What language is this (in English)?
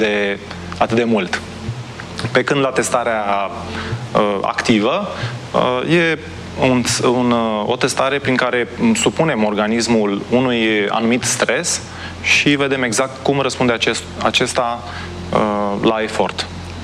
Romanian